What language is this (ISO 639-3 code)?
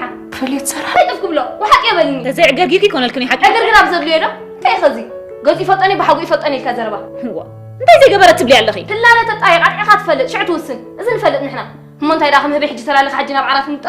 tir